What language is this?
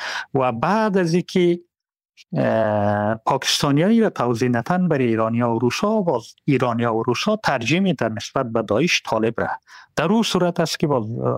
Persian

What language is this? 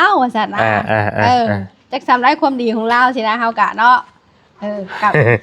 Northeastern Thai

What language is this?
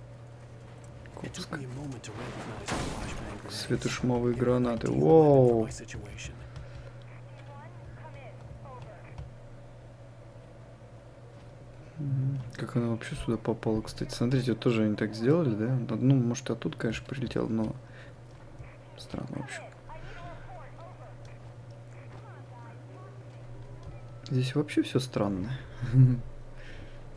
Russian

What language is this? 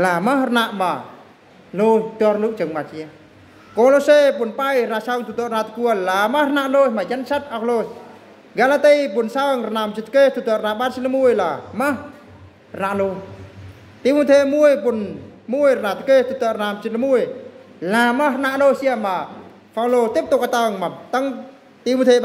Eastern Bru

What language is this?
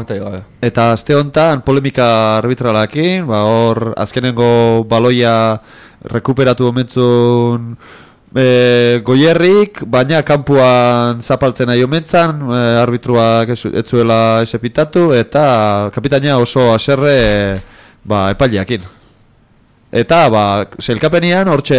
Basque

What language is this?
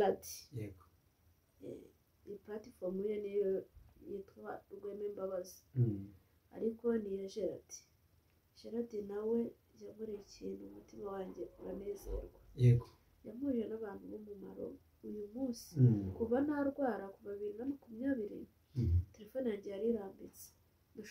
Kinyarwanda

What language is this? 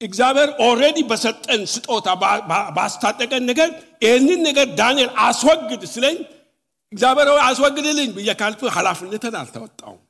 Amharic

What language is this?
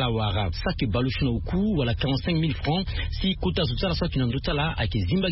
Sango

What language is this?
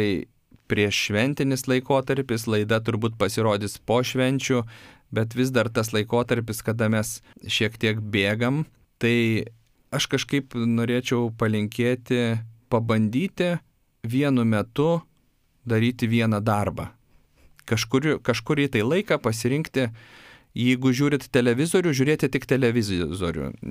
Lithuanian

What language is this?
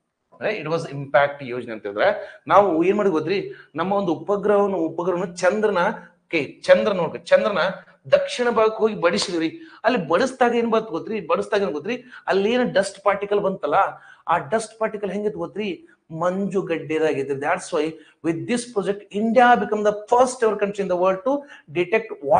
Kannada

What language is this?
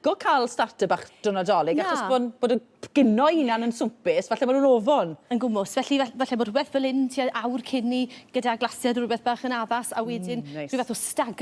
Welsh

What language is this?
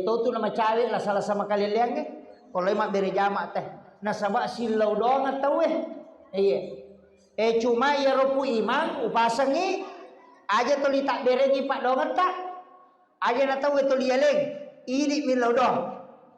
Buginese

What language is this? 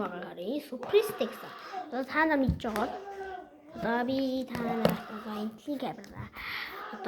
Mongolian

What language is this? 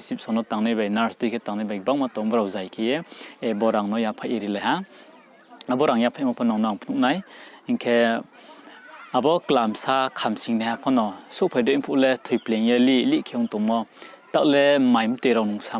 Riang (India)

